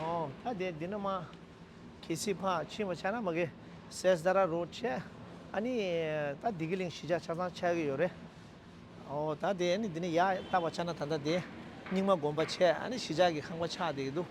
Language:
Tibetan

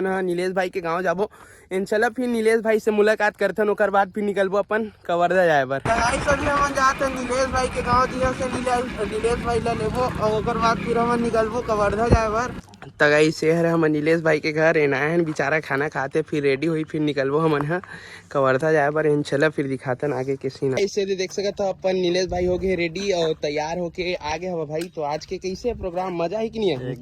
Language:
Chhattisgarhi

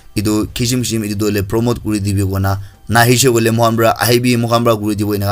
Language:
Naga Pidgin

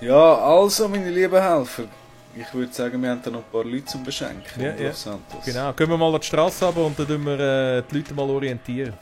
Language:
Swiss German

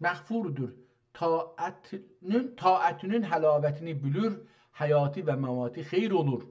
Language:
South Azerbaijani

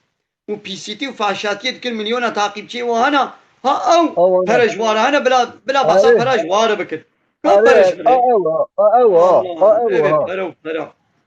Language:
Kurdish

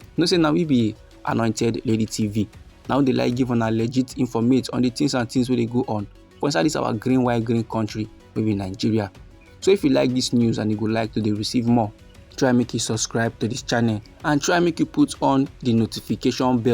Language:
Nigerian Pidgin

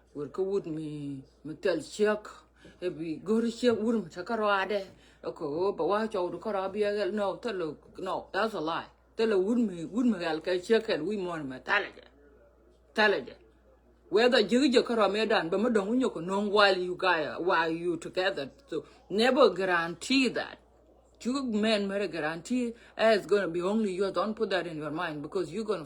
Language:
Nuer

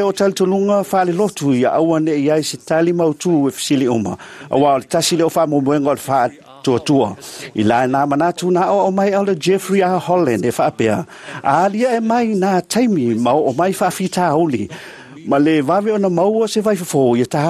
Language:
Samoan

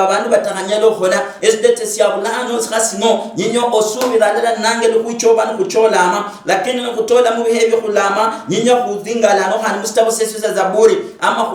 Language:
Luyia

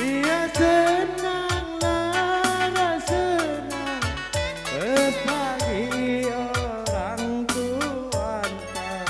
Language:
Batak Karo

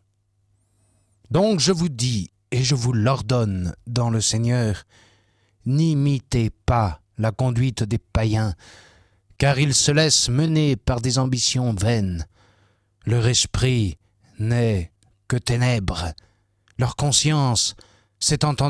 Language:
French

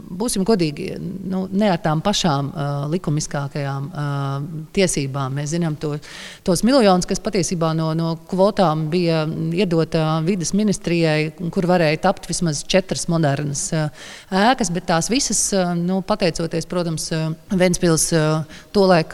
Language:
Latvian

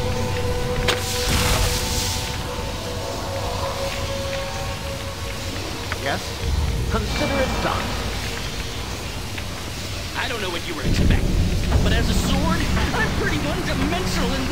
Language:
English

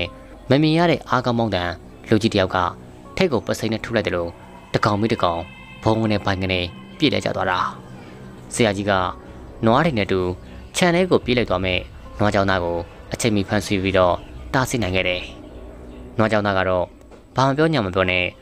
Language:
Burmese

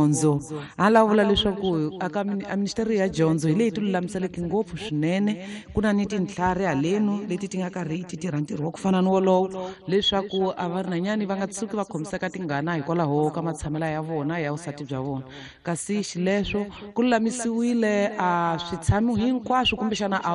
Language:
Tsonga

